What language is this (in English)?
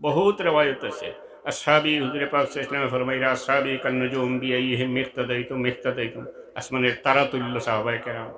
Sylheti